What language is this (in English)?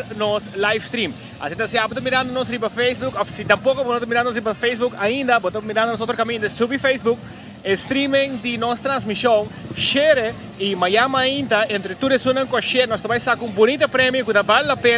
Papiamento